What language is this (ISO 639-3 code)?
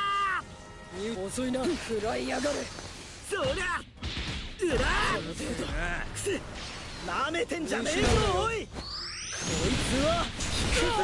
jpn